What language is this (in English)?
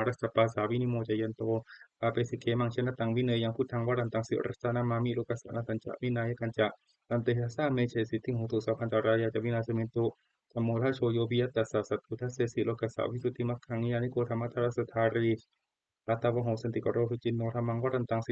Pali